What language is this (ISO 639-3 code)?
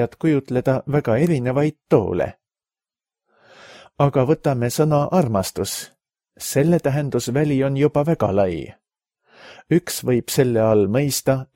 est